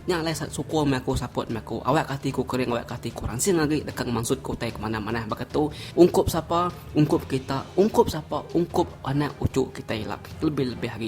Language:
Iban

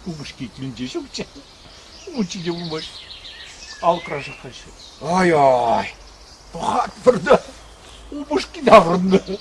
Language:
Chuvash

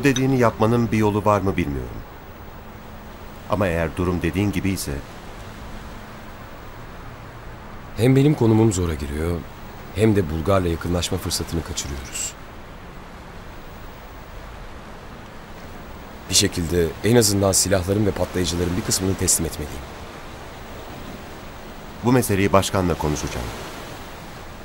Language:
Turkish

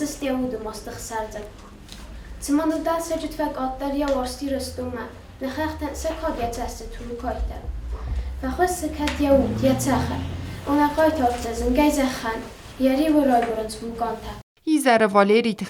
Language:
Ossetic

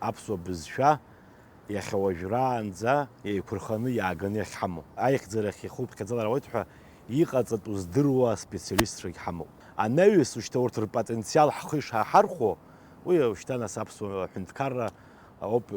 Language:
Abkhazian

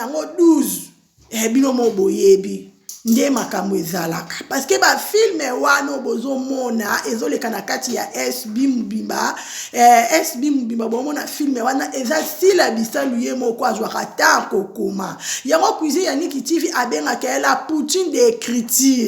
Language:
Lingala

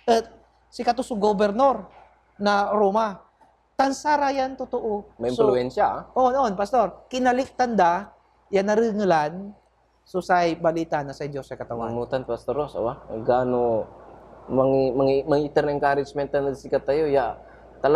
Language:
Pangasinan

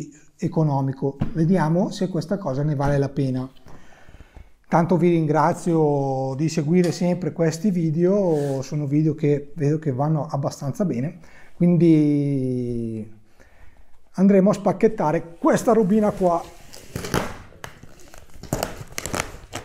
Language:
Italian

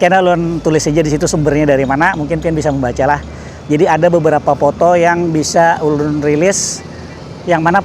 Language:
Banjar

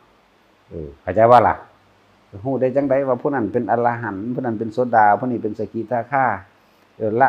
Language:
Northeastern Thai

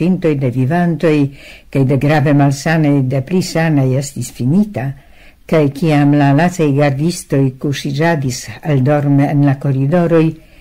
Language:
Esperanto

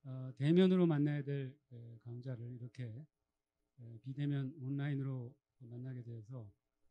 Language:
Korean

